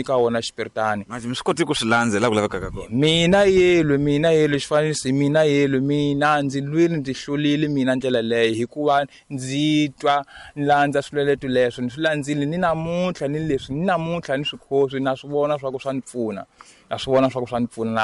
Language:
Tsonga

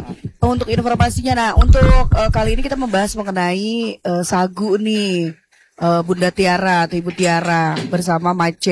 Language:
Indonesian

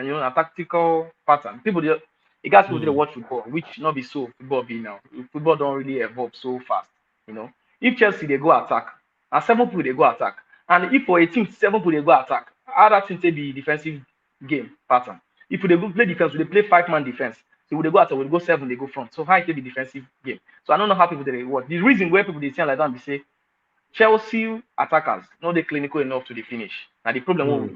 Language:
Nigerian Pidgin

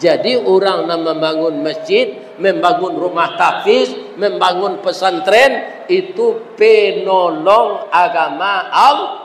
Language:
Minangkabau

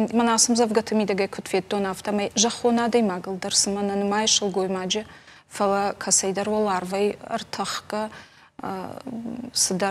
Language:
Ossetic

